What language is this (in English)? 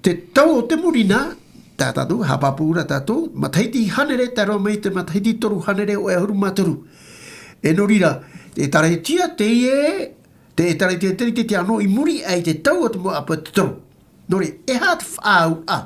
Tahitian